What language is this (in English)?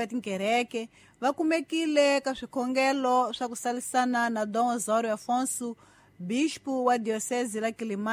Tsonga